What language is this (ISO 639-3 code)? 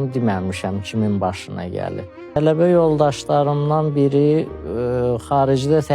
aze